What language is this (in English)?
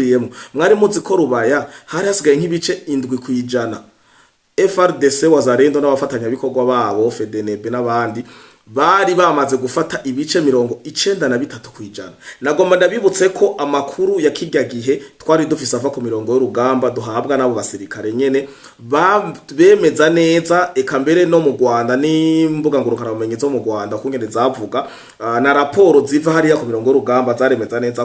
Rundi